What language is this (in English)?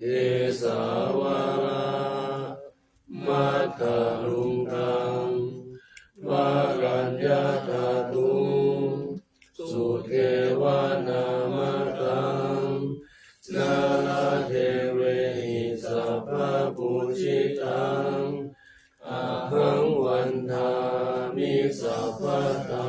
Pali